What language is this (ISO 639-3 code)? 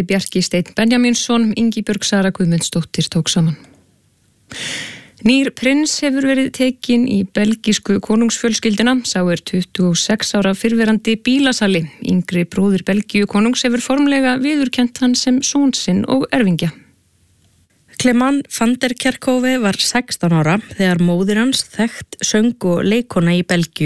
isl